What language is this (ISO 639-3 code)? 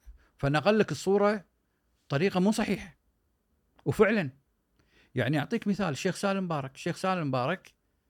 afb